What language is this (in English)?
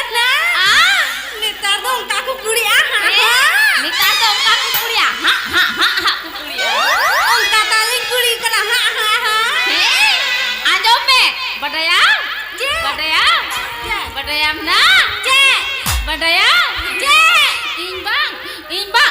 Santali